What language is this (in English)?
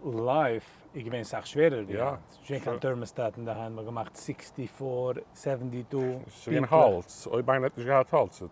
Yiddish